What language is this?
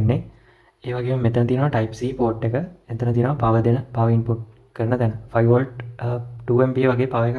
Sinhala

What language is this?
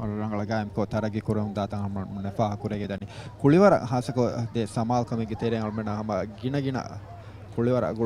Divehi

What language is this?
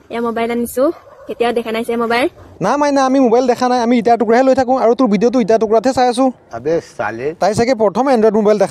Assamese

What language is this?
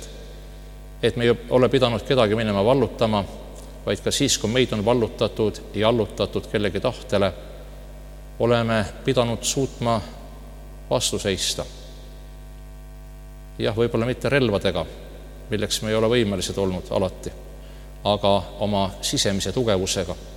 Estonian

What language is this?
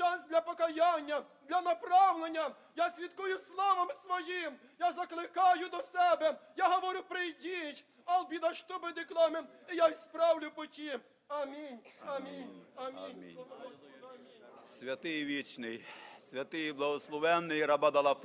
Ukrainian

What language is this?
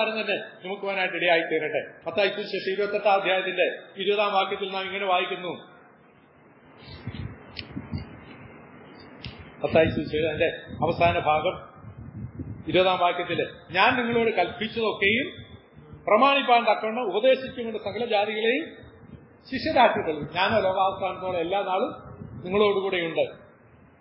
Malayalam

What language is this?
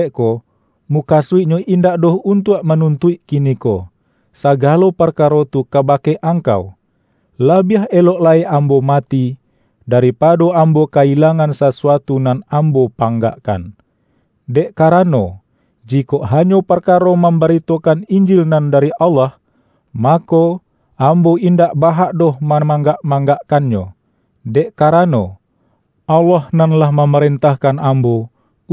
Minangkabau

